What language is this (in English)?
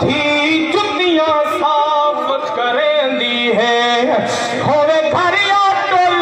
Saraiki